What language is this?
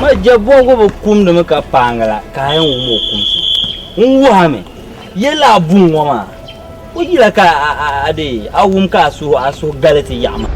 Dagbani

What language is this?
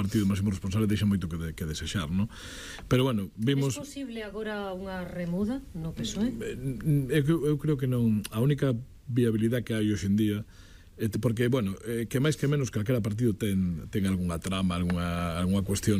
Galician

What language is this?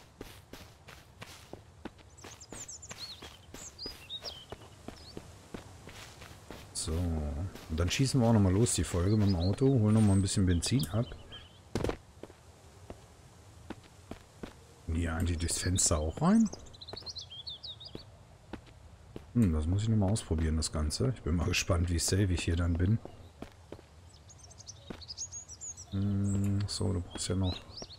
German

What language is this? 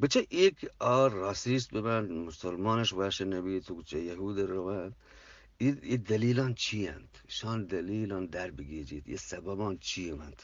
Eastern Balochi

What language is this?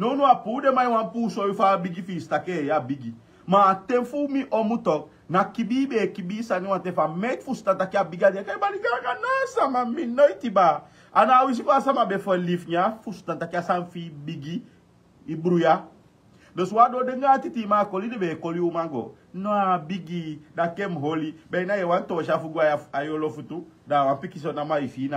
Sranan Tongo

